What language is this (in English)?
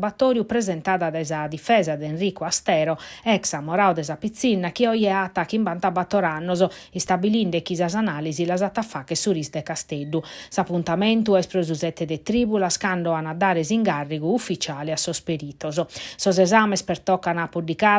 Sardinian